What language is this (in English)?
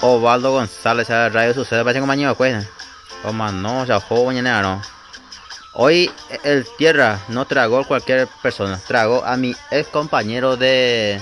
Guarani